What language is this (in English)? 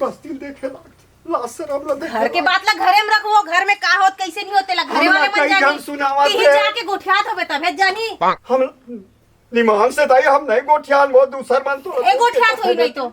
Chhattisgarhi